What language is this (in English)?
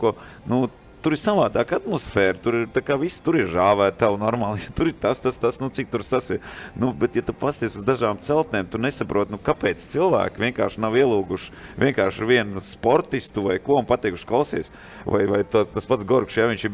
Latvian